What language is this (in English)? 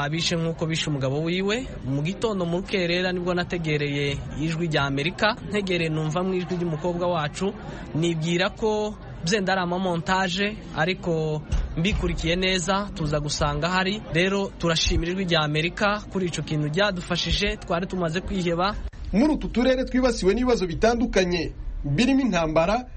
Kinyarwanda